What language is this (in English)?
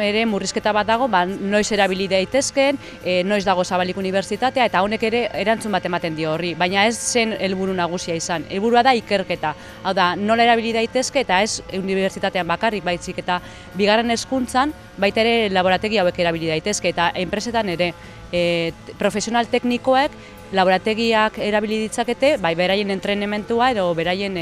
Basque